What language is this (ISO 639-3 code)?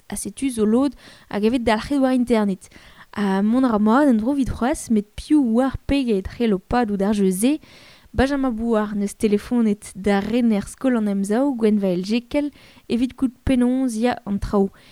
bre